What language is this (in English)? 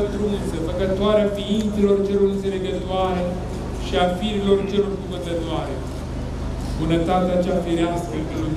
Romanian